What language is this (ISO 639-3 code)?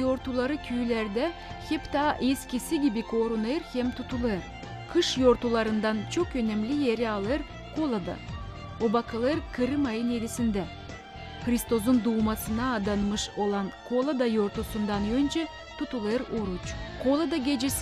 gag